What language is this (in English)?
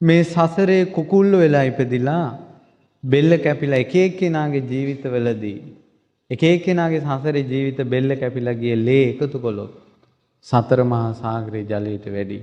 Sinhala